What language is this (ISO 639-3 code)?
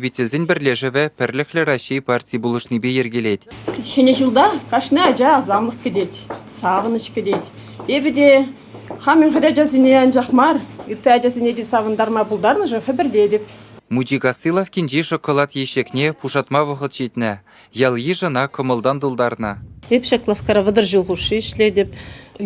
chv